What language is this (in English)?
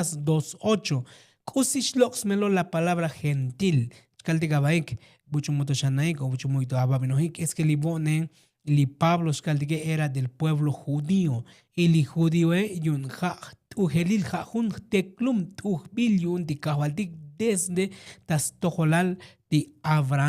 Tzotzil